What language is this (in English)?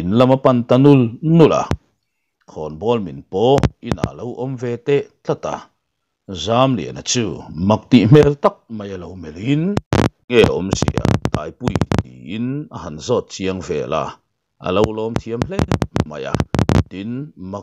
Mizo